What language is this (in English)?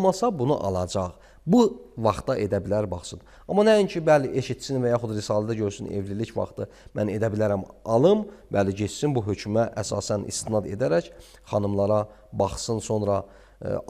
Azerbaijani